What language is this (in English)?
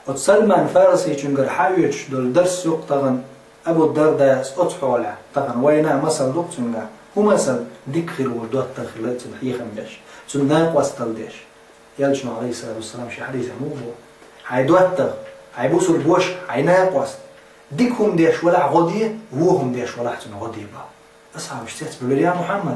Chechen